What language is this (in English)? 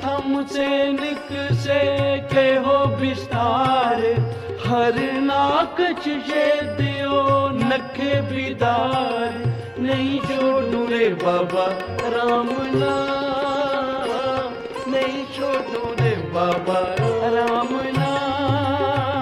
Punjabi